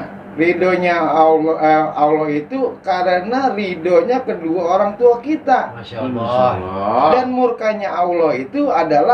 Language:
Betawi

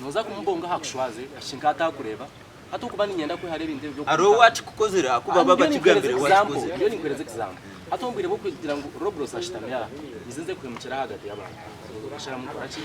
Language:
Nyankole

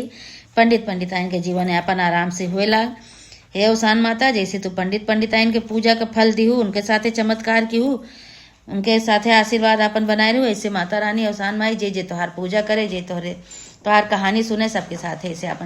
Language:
Awadhi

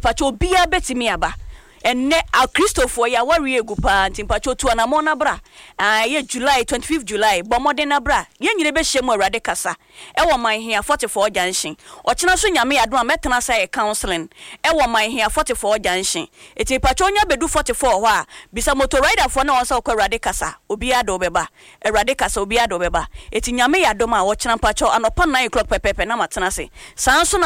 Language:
Akan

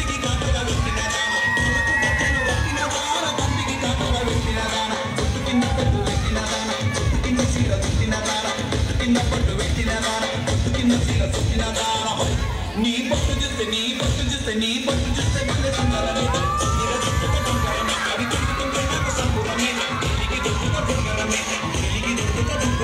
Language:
Telugu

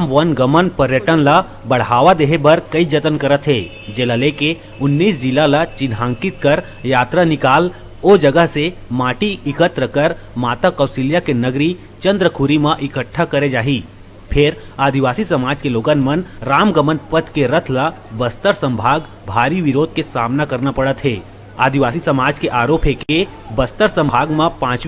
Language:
Chhattisgarhi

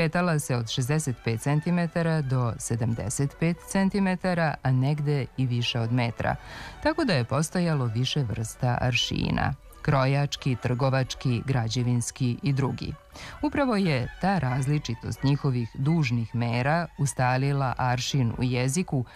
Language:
Serbian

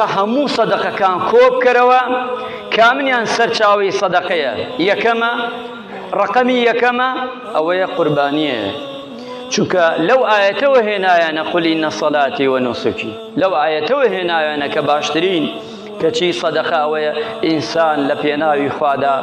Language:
Central Kurdish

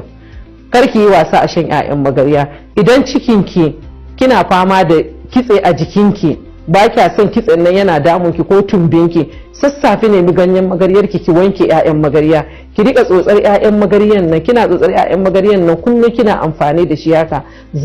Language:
Hausa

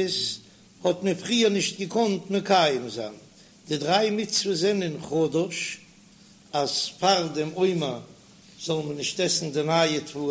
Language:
Yiddish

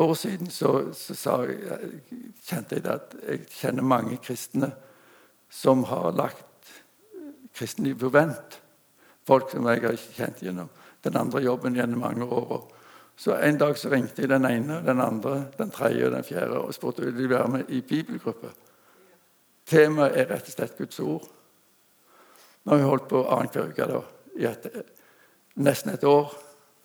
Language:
Norwegian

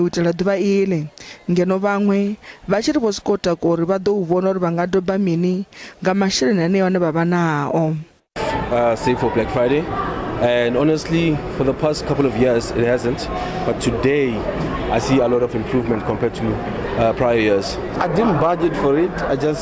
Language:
Venda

